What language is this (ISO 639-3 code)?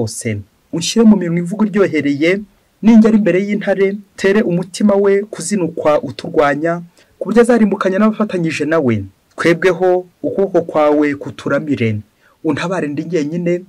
kin